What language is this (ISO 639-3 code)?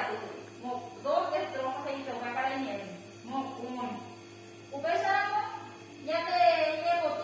grn